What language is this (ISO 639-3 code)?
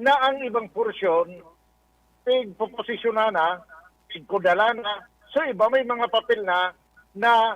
bik